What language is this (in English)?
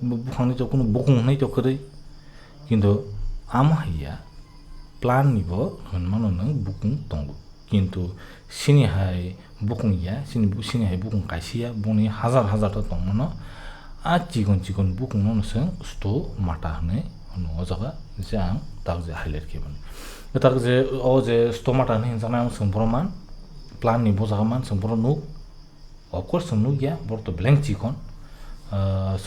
Kok Borok